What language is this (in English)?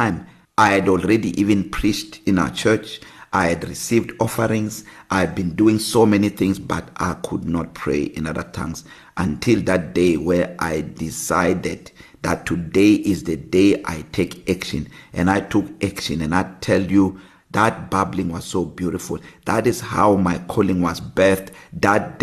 English